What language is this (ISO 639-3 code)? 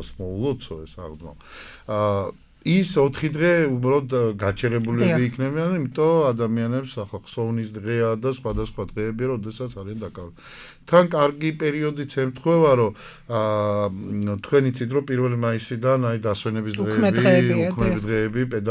kat